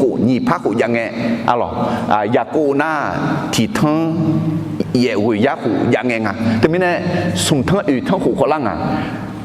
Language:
Akha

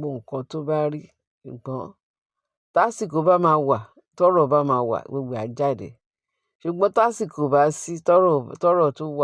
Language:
Yoruba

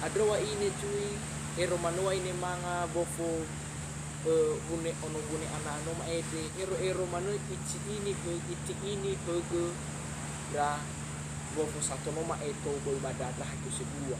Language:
Nias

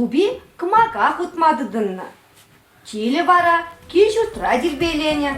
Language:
Chuvash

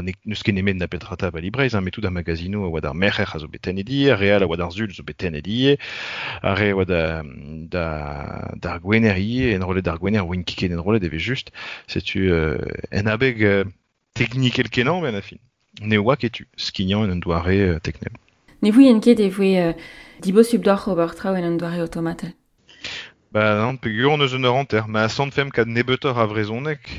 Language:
Breton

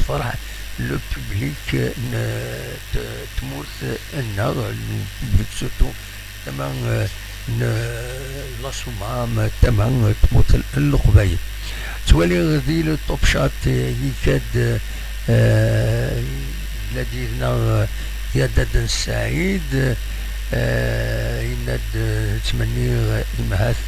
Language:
Kabyle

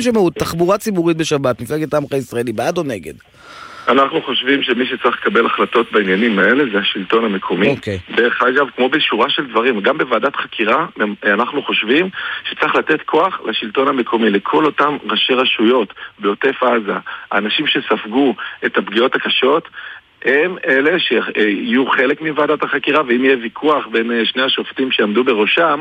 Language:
Hebrew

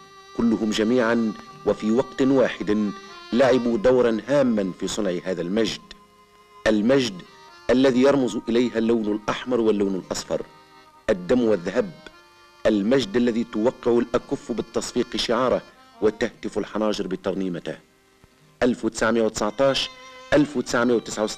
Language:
Arabic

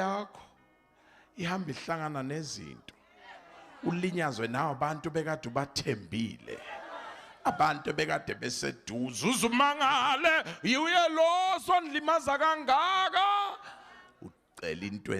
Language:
Zulu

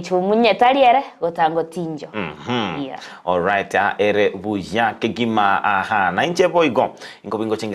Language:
Gusii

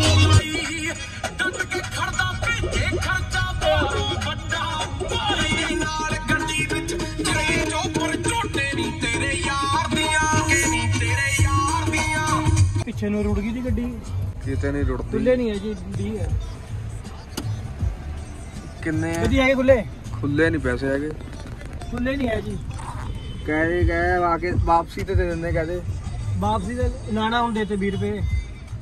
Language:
Punjabi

